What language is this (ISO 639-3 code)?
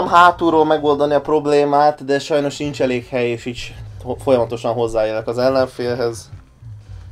hun